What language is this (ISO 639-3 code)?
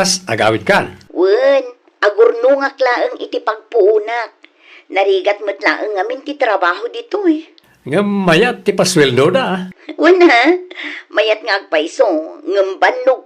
ilo